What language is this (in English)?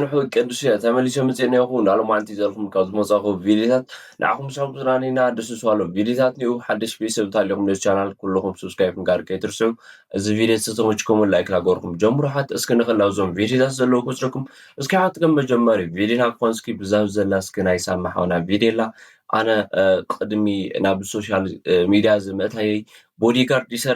Tigrinya